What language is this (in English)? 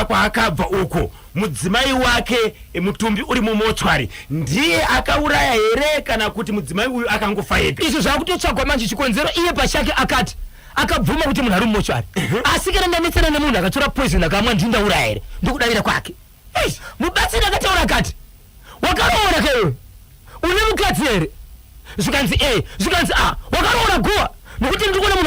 Shona